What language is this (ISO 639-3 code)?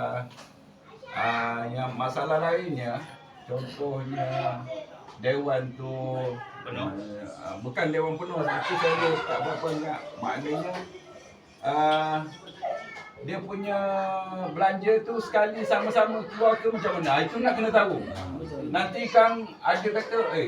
min